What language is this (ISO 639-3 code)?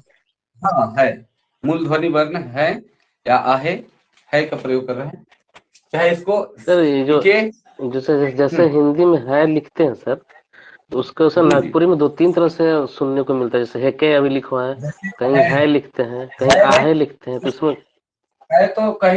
sck